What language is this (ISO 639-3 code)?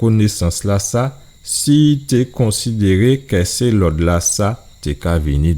gcf